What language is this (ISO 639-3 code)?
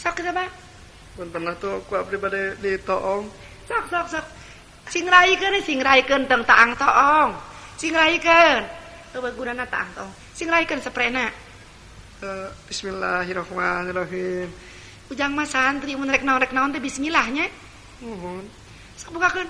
sun